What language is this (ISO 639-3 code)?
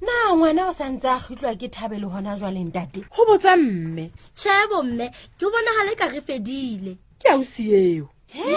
sot